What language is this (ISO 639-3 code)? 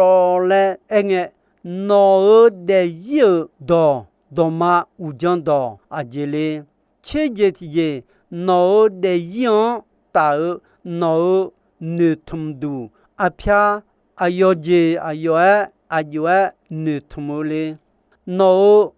ahk